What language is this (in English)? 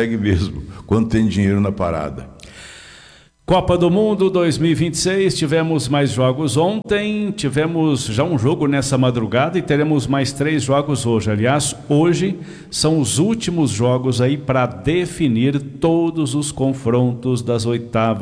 Portuguese